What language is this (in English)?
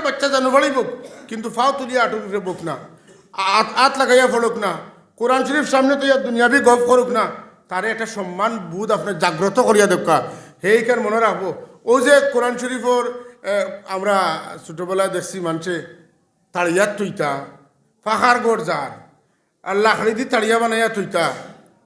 Sylheti